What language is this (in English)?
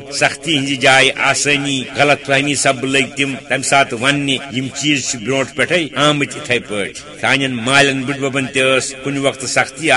Kashmiri